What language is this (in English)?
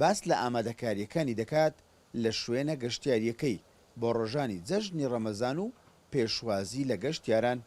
Central Kurdish